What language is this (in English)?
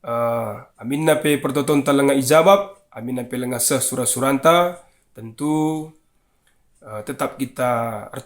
Batak Karo